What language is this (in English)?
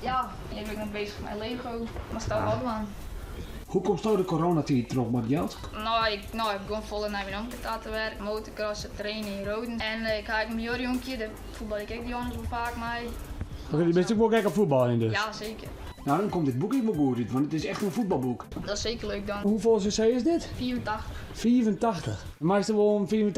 Western Frisian